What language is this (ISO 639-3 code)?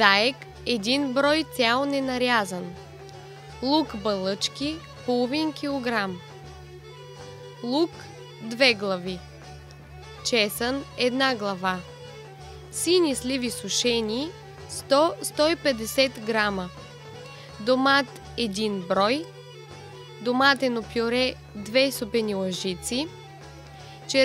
bul